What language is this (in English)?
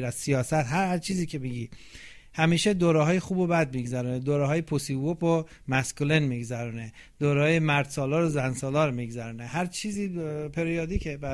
Persian